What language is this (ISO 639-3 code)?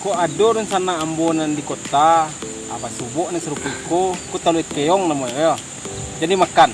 min